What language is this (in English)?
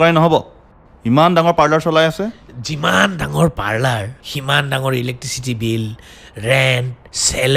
Assamese